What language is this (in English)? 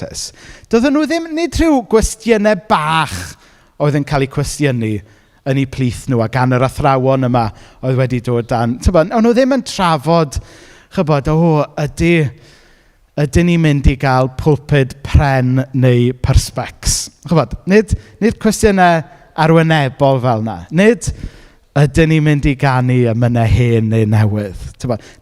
Welsh